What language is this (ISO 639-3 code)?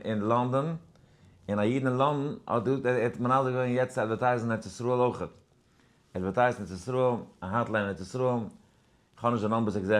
yid